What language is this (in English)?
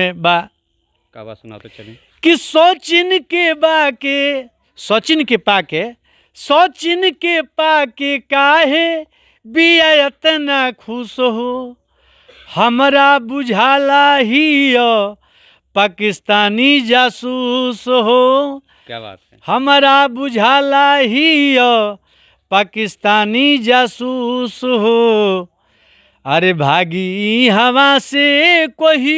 Bhojpuri